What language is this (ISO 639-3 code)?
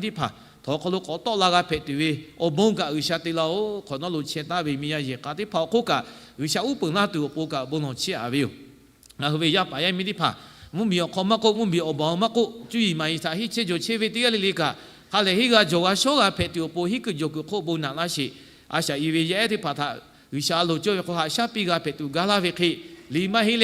lhu